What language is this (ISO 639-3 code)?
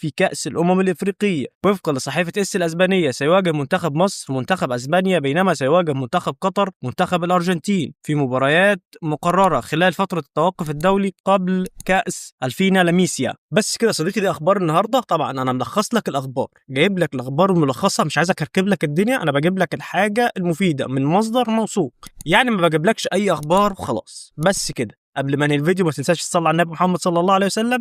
arz